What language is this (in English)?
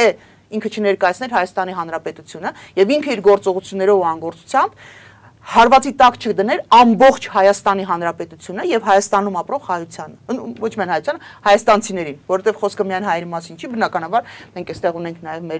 Armenian